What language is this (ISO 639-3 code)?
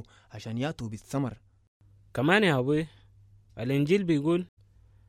apd